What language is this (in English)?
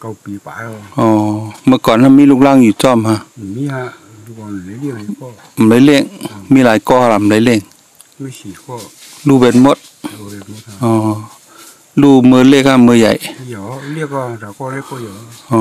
Shan